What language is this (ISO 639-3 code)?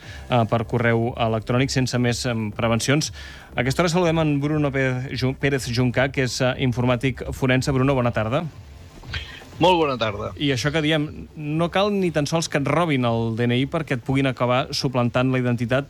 cat